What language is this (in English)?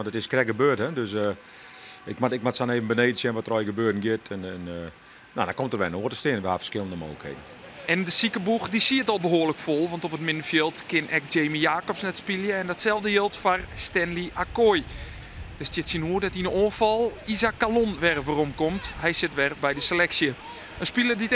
Western Frisian